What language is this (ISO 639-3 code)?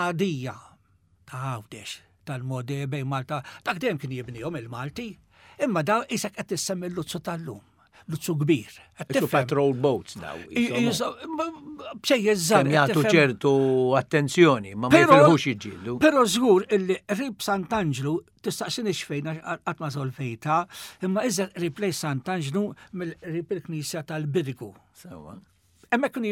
mlt